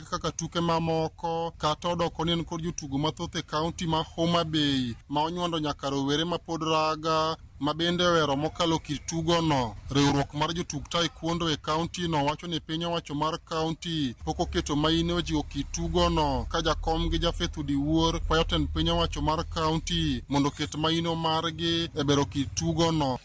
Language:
Luo (Kenya and Tanzania)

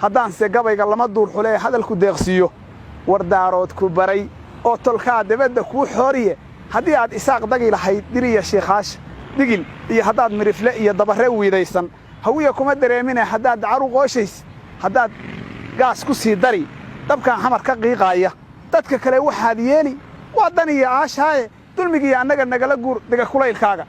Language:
Somali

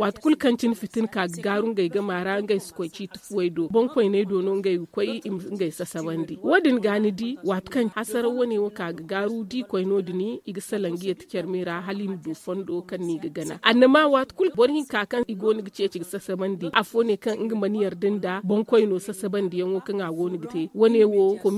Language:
Zarma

